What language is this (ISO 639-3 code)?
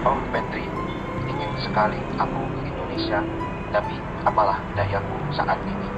bew